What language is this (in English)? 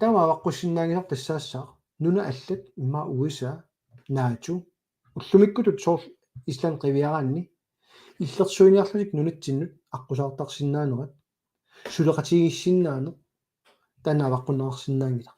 Kalaallisut